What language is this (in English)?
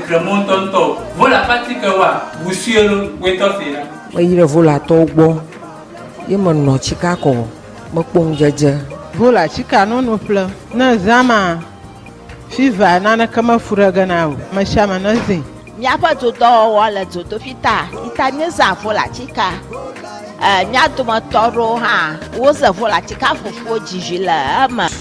Ewe